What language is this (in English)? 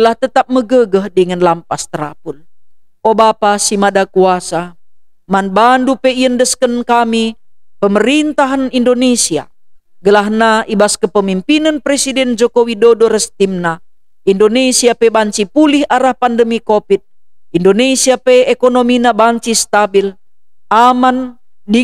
Batak Karo